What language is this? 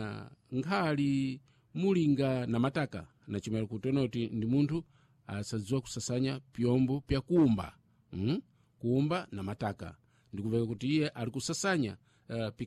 Sena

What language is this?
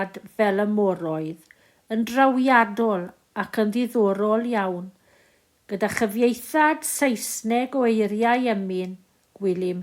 Welsh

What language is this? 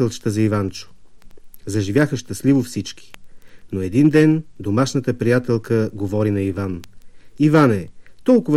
Bulgarian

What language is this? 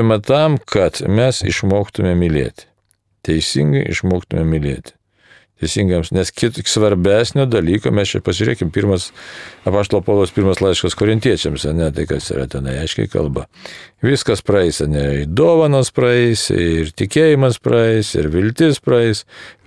Lithuanian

